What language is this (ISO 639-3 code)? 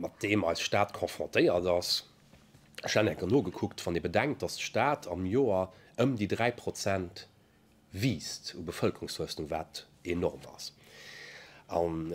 ltz